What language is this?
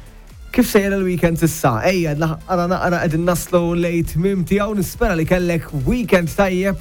Maltese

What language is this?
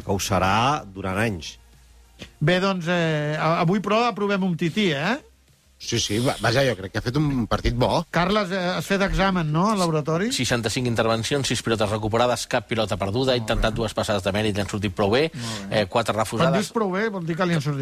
Catalan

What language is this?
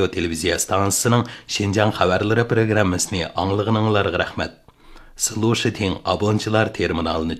Uyghur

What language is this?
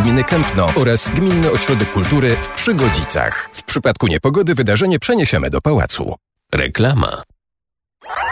Polish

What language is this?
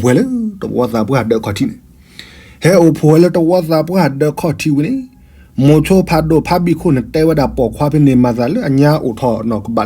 S'gaw Karen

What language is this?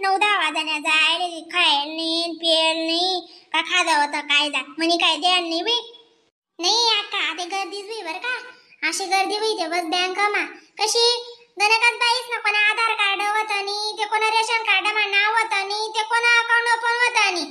Khandesi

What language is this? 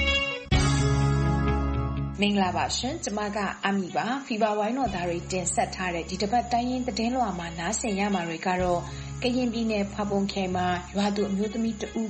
Burmese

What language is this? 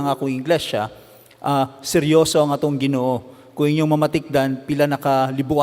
Cebuano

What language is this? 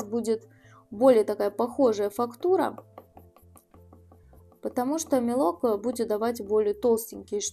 Russian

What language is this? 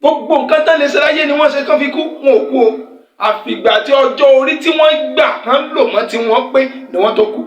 Yoruba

